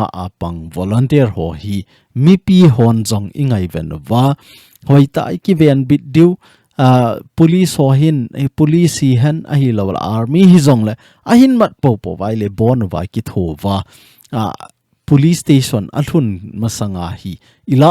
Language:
Thado Chin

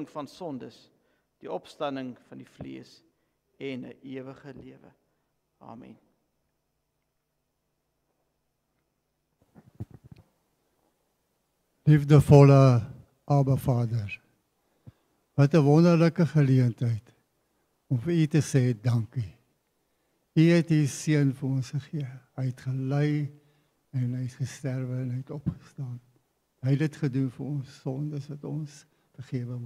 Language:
Afrikaans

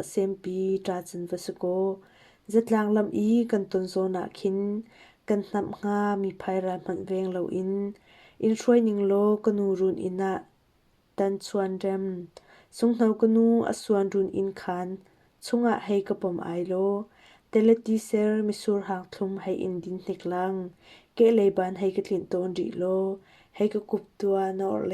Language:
Hakha Chin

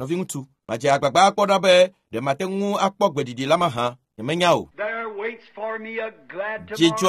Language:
Ewe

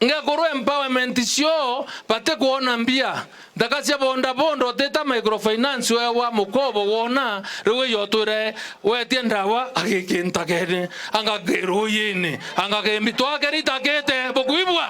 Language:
Meru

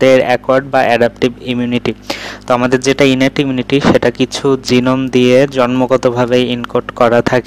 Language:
Bangla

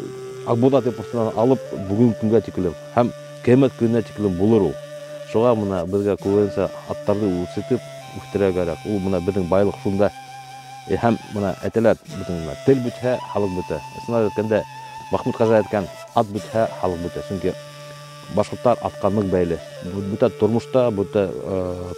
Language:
Bashkir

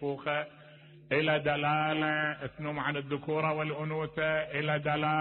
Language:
Mesopotamian Arabic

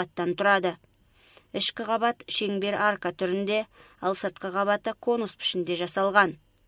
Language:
Kazakh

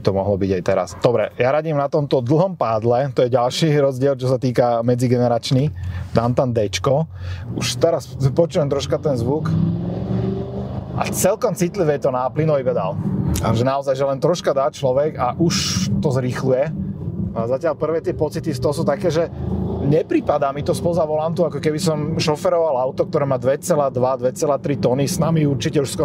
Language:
Slovak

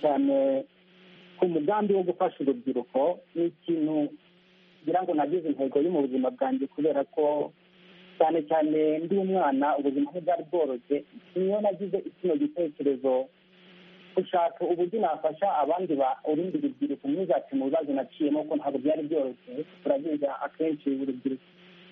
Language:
Kinyarwanda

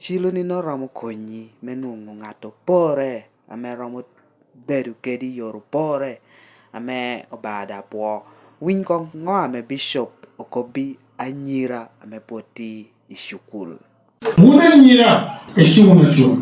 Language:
Lango (Uganda)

